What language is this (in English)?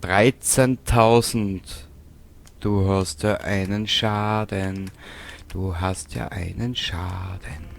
Bavarian